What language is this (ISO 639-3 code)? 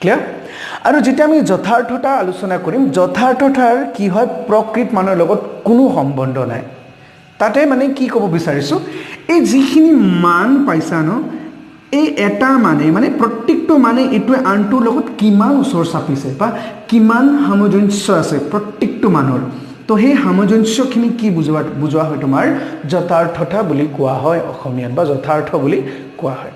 asm